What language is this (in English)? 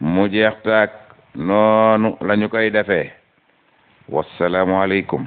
Wolof